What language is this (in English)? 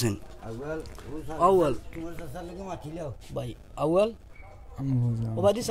Sylheti